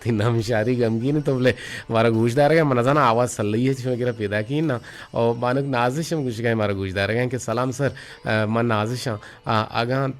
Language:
Eastern Balochi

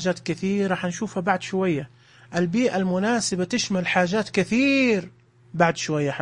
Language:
Najdi Arabic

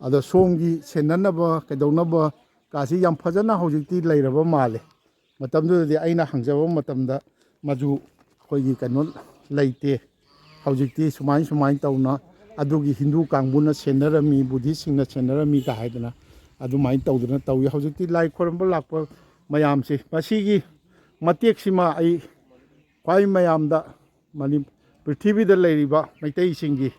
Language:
Manipuri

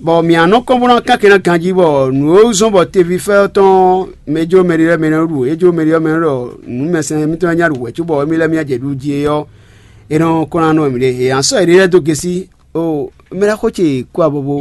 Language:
Fon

